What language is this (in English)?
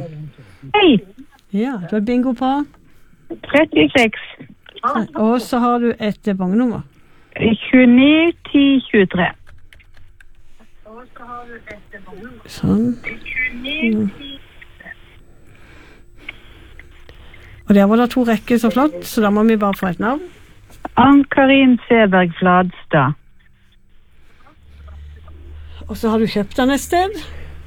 Norwegian